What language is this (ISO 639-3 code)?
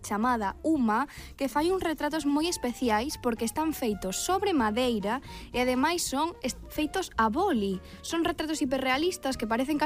glg